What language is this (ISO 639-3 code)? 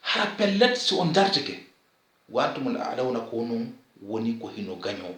ful